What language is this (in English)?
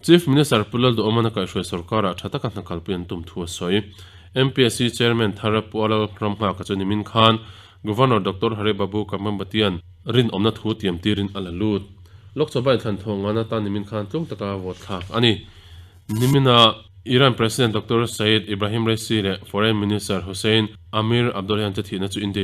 Mizo